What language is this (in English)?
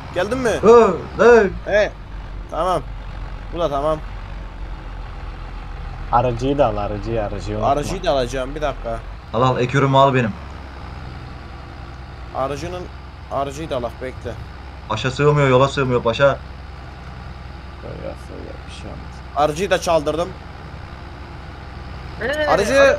Turkish